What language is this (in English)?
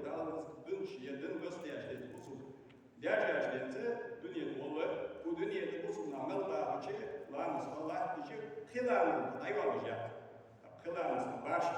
Ingush